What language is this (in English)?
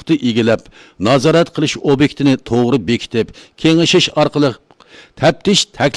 Uyghur